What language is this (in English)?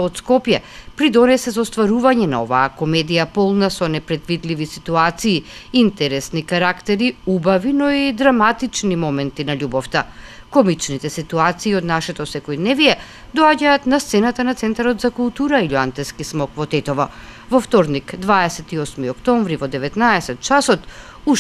Macedonian